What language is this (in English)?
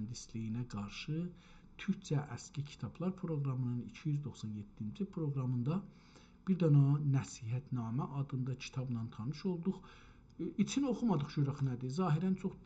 South Azerbaijani